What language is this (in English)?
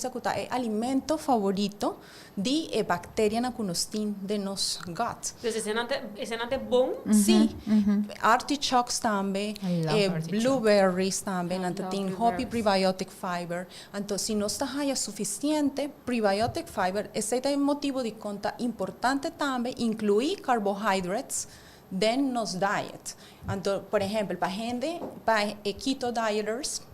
Papiamento